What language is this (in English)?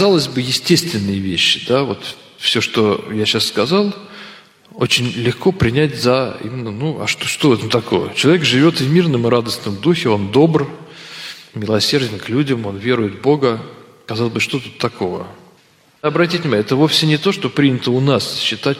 Russian